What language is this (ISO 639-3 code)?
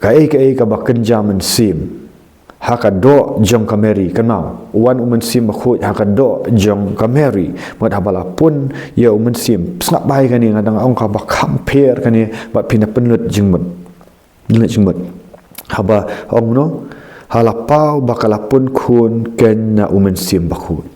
kha